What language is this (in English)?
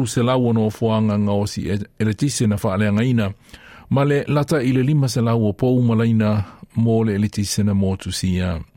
Samoan